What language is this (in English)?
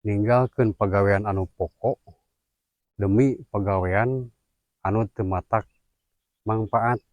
Sundanese